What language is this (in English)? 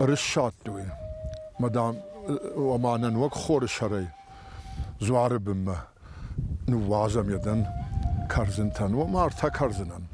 Ossetic